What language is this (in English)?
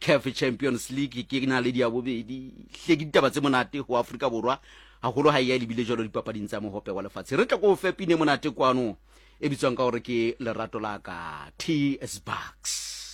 Southern Sotho